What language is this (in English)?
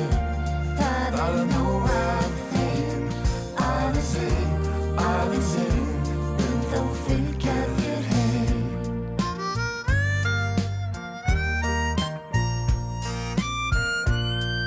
Icelandic